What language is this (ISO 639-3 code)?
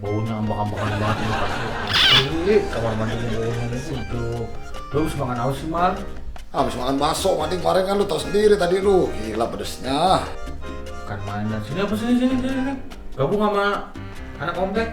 bew